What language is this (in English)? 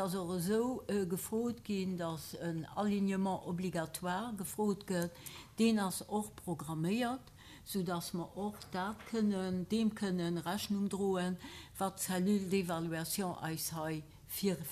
Luxembourgish